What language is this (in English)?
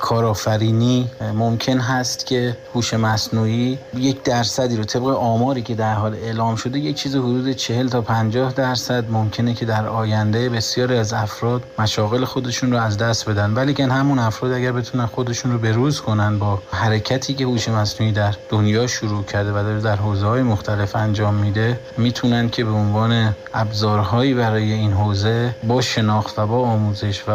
Persian